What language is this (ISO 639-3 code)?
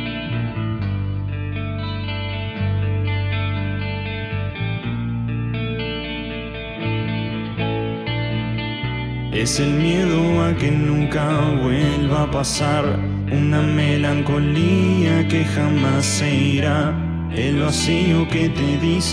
spa